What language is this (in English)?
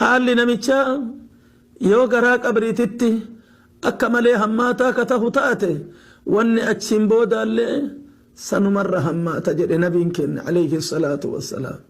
Oromo